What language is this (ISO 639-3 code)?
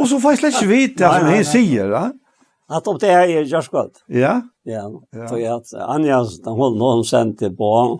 fao